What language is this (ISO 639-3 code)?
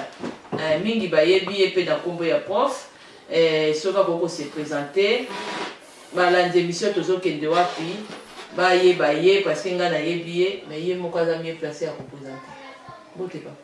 lin